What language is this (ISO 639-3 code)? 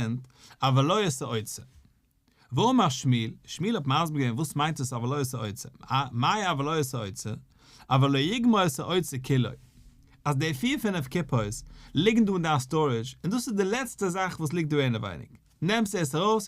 yid